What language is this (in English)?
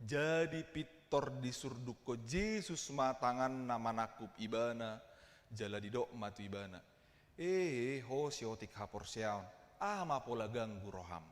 Batak Toba